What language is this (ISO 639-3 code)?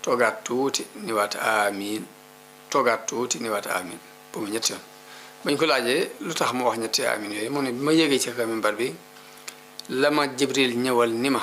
wol